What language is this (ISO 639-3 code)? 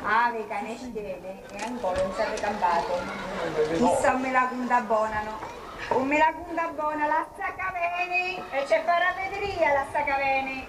scn